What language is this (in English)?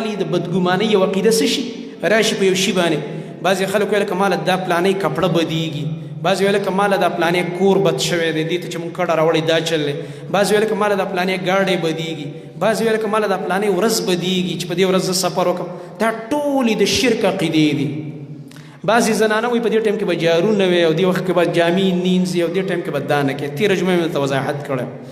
Pashto